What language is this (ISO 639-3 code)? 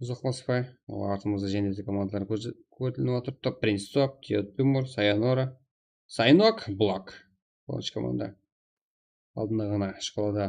kaa